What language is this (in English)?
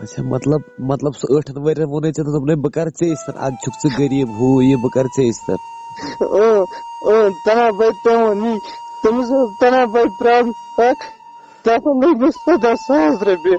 Kashmiri